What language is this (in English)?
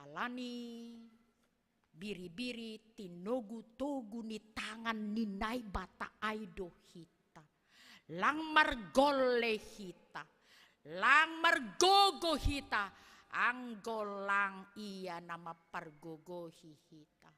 Batak Simalungun